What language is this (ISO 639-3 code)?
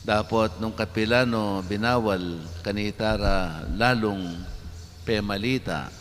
pam